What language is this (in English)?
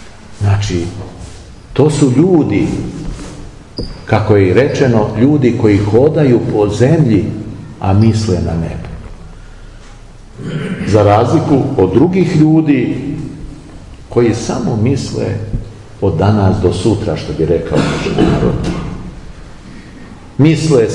Serbian